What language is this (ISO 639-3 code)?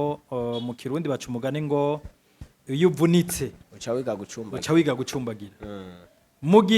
run